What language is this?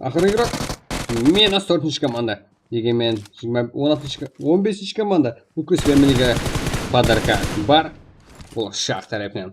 Kara-Kalpak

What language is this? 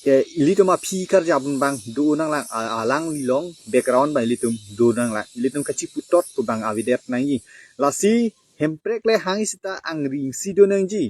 Karbi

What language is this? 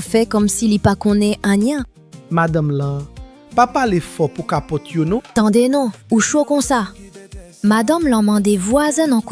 Haitian Creole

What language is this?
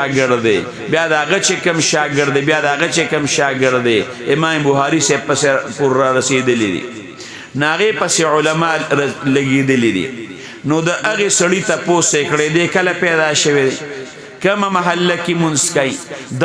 Pashto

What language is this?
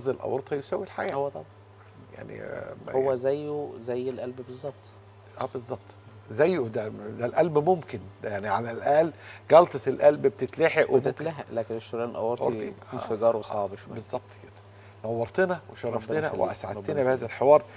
Egyptian Arabic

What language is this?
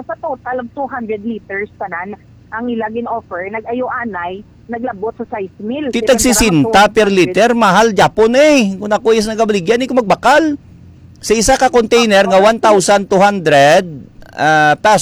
Hiligaynon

